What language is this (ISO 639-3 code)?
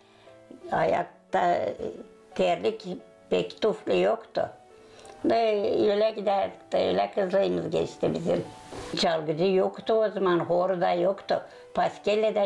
gag